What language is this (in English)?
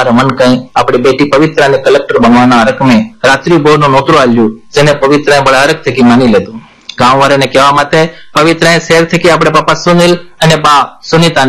Gujarati